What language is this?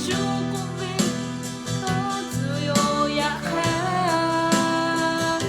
Lahu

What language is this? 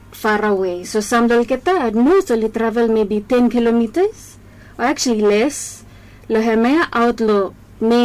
Bislama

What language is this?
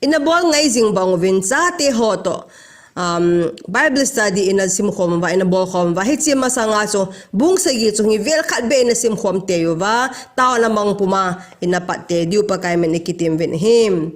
Thado Chin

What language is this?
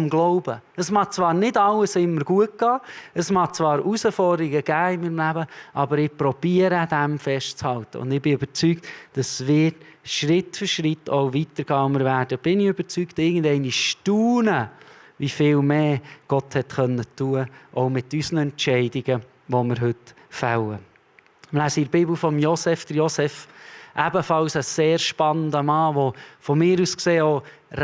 Swiss German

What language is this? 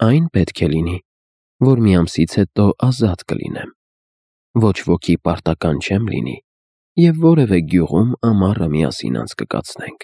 Armenian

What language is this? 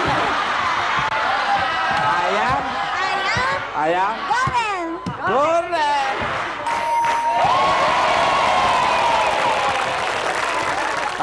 Indonesian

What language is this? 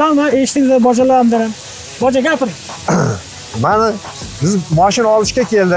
Uzbek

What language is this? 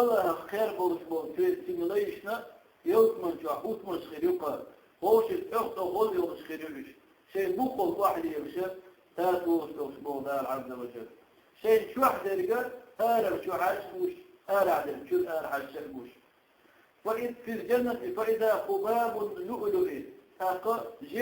Chechen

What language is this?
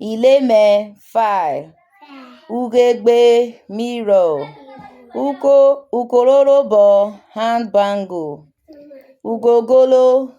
Urhobo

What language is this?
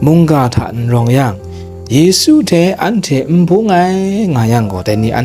Kachin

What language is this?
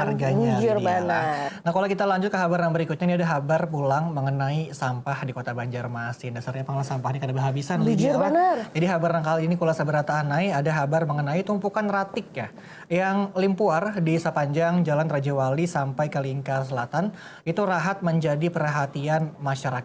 Banjar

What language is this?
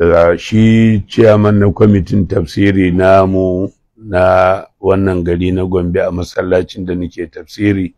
Hausa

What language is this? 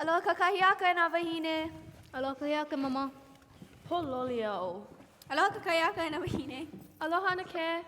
Hawaiian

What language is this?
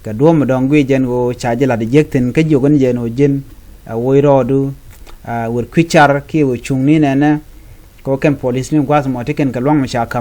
Nuer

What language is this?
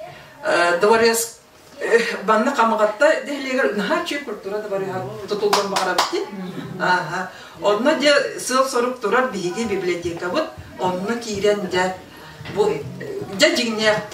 Yakut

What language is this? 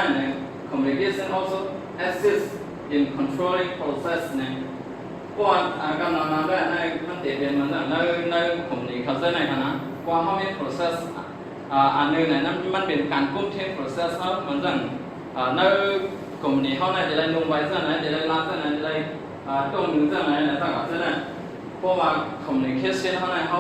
Shan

